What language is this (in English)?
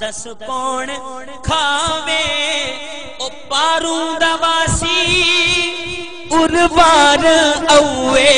Saraiki